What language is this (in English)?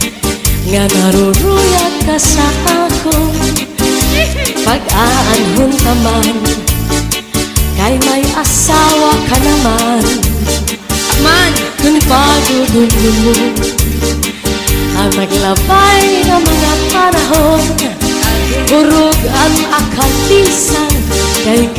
Waray